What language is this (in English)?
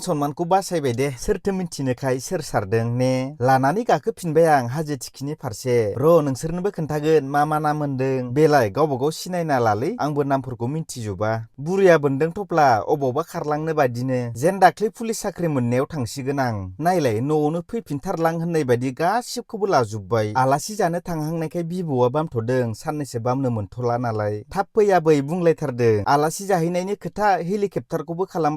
Bodo